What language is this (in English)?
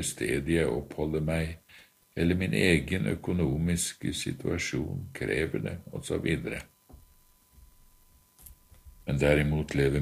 Norwegian